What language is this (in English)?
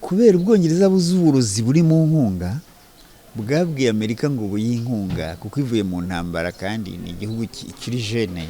Kinyarwanda